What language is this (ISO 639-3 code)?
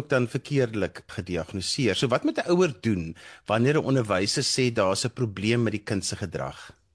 afr